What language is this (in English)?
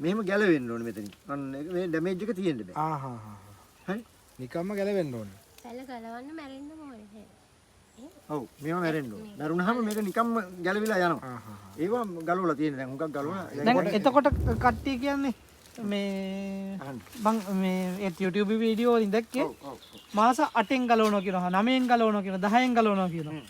Sinhala